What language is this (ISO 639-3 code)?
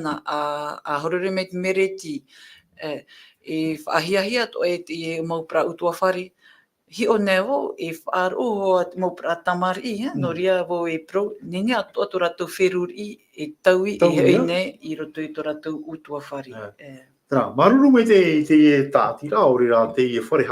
tah